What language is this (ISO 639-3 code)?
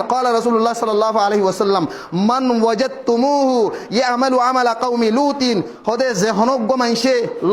rhg